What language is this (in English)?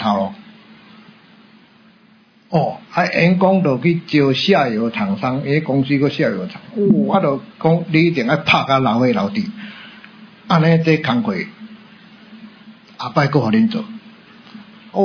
Min Nan Chinese